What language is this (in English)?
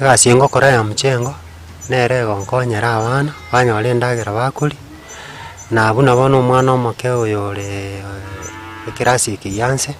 Gusii